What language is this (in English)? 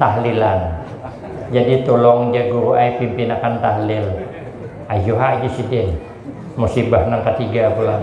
Banjar